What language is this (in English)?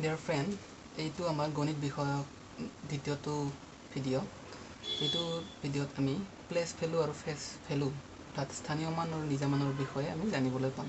Assamese